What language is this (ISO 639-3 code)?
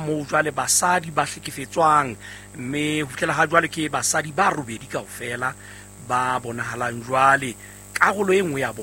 sot